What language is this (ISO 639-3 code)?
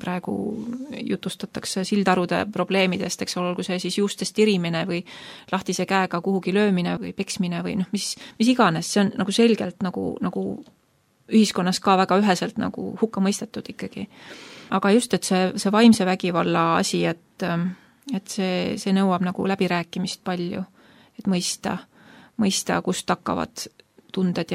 est